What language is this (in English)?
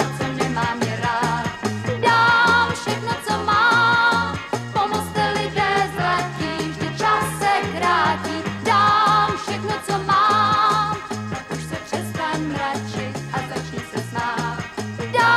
Czech